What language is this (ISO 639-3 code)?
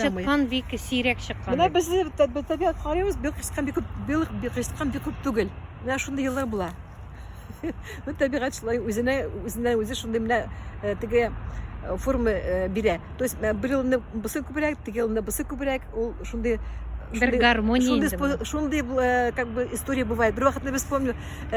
tat